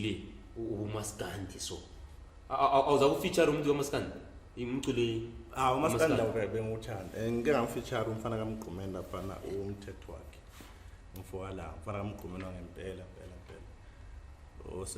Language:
Zulu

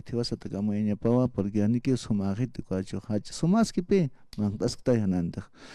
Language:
Aymara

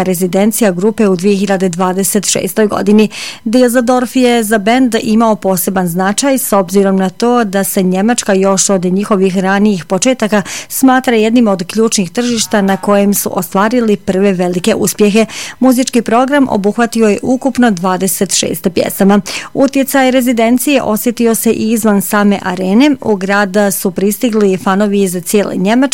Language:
Bosnian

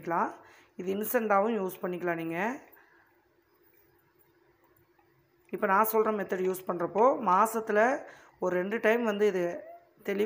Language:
Tamil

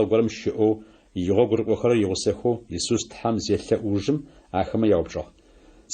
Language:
Adyghe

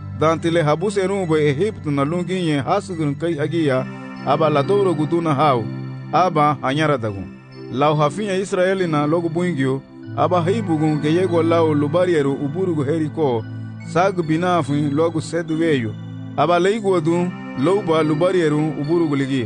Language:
Garifuna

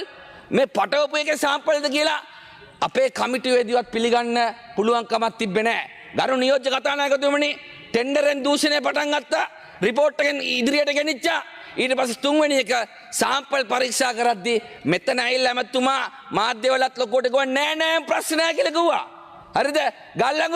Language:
Sinhala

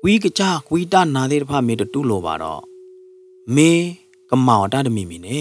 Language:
S'gaw Karen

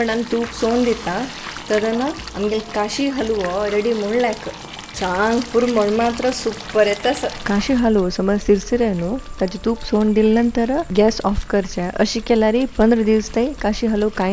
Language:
Konkani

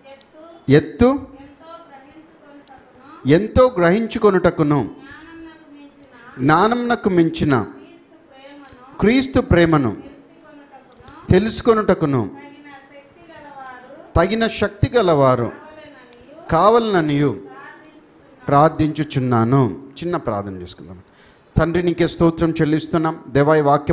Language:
Telugu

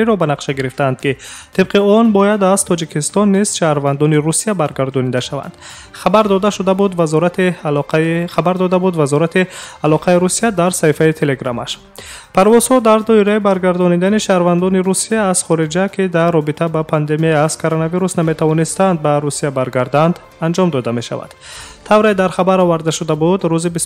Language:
Tajik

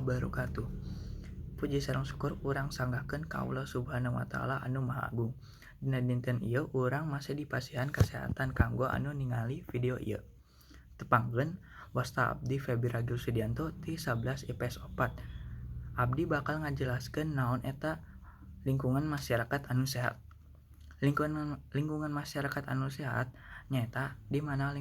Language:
Sundanese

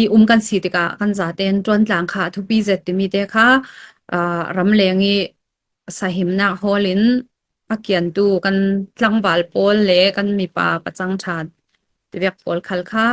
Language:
Falam Chin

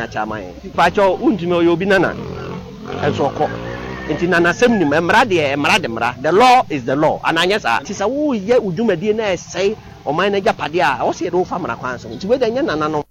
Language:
Akan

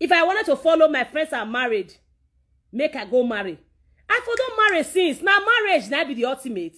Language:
Nigerian Pidgin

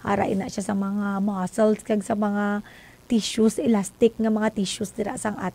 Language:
Hiligaynon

